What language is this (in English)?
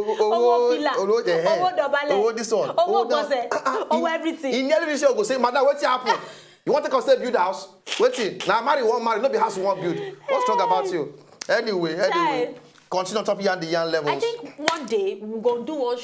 Nigerian Pidgin